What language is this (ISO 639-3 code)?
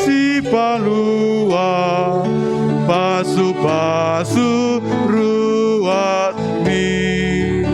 bbc